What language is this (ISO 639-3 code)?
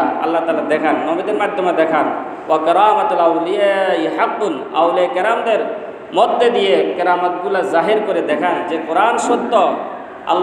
ben